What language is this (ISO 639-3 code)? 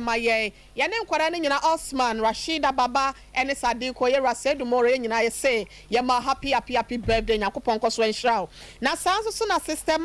aka